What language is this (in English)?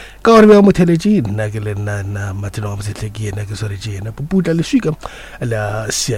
Northern Sotho